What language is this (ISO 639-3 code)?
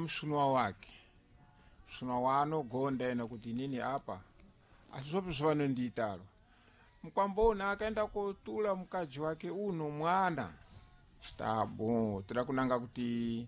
seh